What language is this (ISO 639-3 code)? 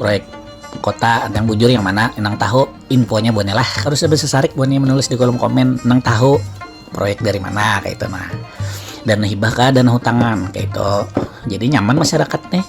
bjn